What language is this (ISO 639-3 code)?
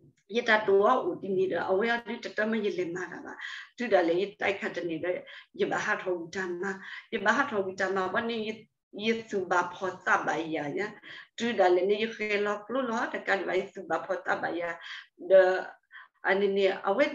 ksw